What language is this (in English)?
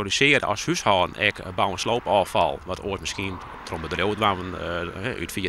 Western Frisian